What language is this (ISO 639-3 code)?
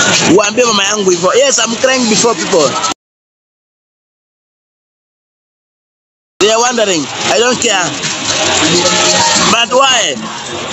swa